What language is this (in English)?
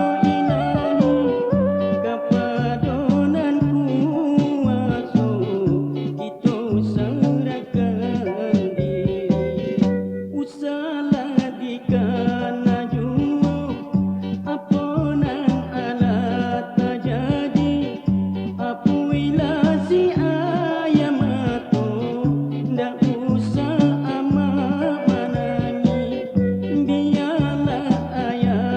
Minangkabau